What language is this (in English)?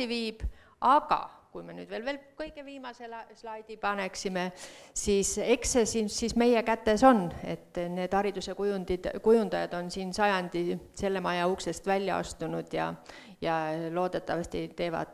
Estonian